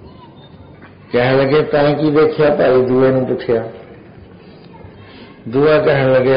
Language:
Punjabi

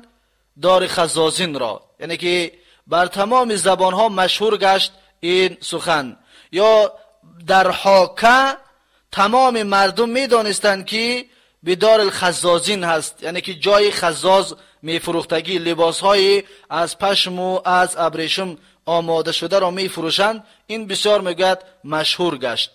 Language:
Tajik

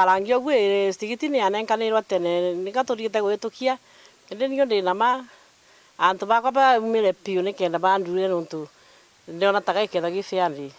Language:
Meru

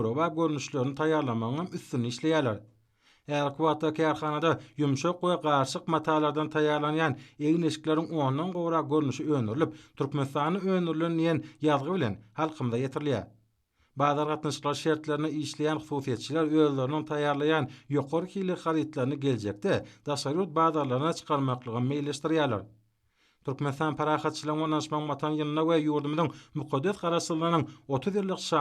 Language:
Turkmen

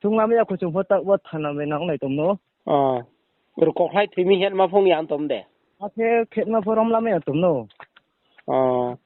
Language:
Riang (India)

